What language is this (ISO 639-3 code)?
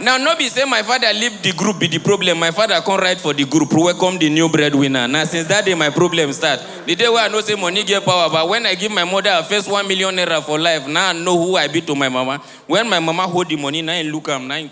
pcm